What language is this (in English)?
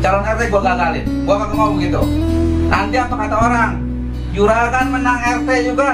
Betawi